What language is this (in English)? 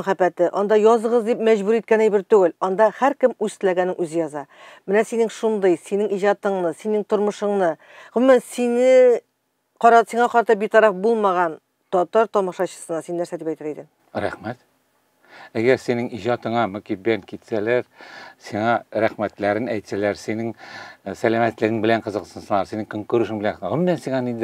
Tatar